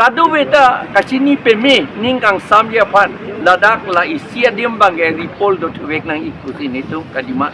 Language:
Karbi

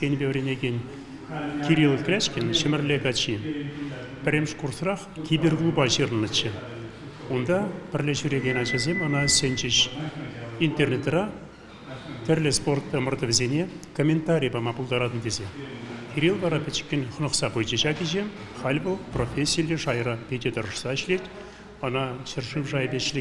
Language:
Chuvash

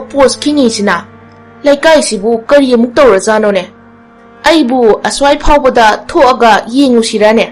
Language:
Manipuri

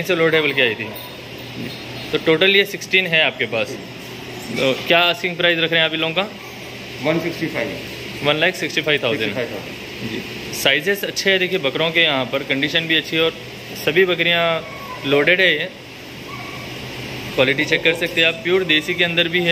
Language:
Hindi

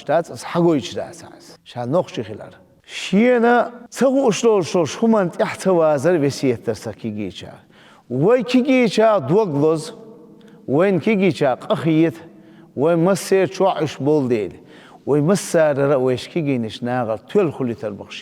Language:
Chechen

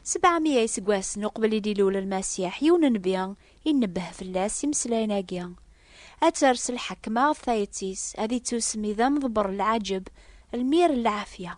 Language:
Kabyle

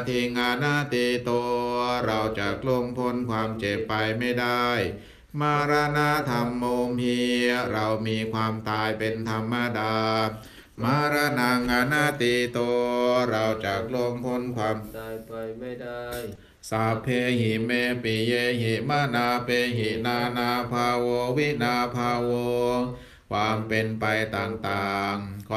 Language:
Thai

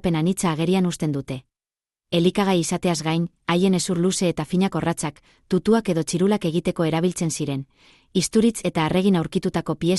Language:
Basque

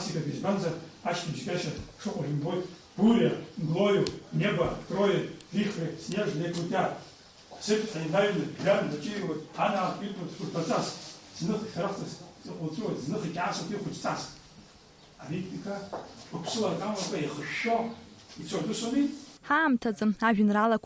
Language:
Abkhazian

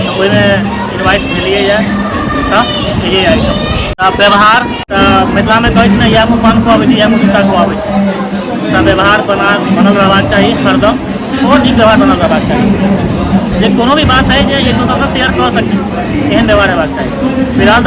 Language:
Maithili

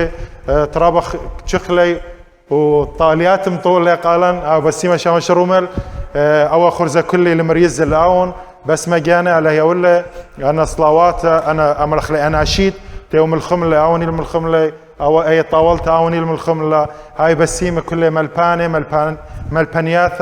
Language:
Assyrian Neo-Aramaic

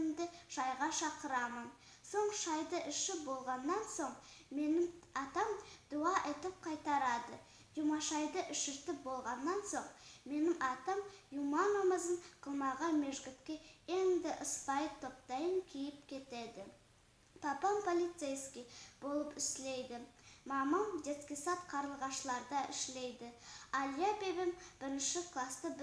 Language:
Nogai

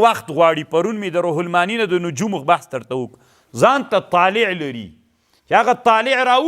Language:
Pashto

